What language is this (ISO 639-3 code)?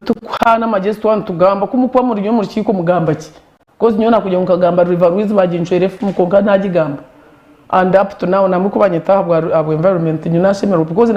nyn